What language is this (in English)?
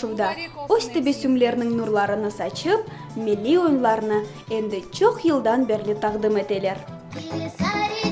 Crimean Tatar